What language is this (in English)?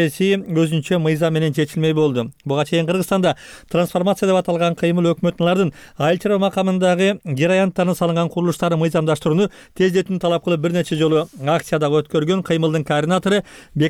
Kyrgyz